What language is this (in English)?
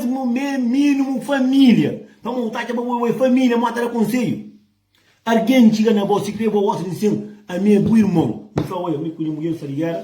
Kabuverdianu